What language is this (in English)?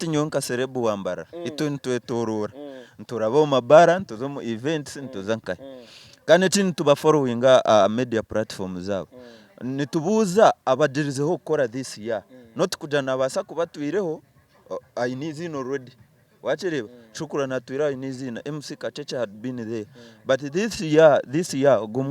Nyankole